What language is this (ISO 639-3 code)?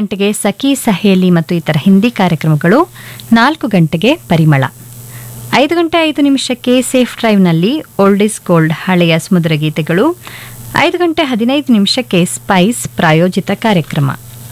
kan